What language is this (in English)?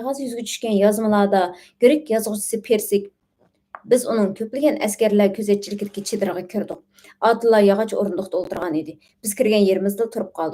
Uyghur